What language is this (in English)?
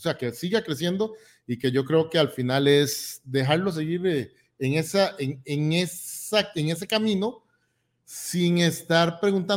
Spanish